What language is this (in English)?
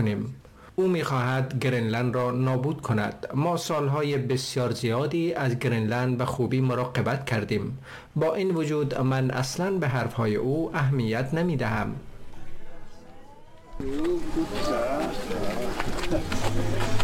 Persian